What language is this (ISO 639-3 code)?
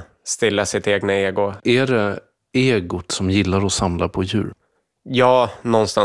swe